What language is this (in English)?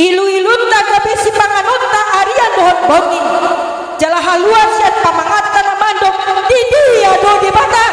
Batak Toba